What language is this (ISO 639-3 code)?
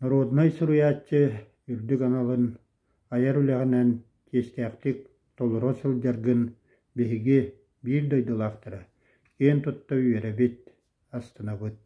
sah